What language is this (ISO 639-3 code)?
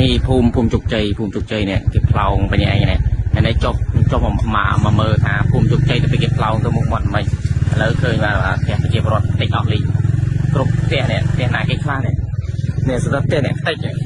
khm